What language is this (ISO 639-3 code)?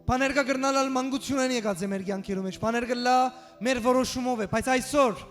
hyw